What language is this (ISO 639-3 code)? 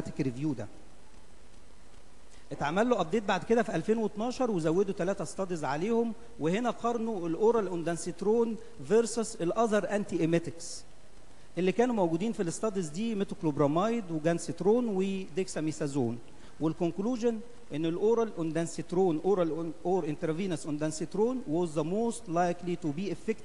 arz